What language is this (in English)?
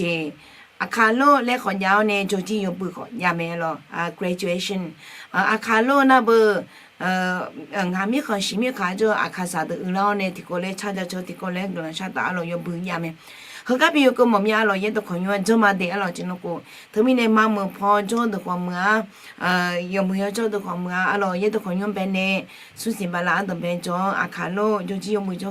Akha